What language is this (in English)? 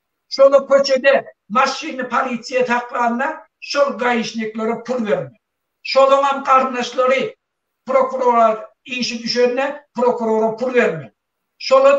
Turkmen